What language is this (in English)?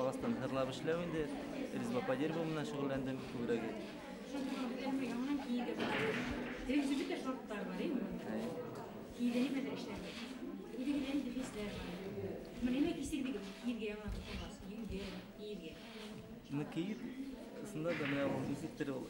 Bashkir